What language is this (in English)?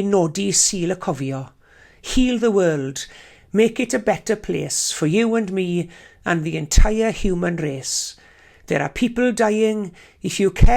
Welsh